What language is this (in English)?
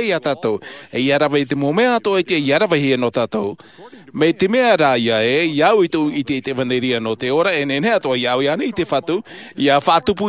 Tahitian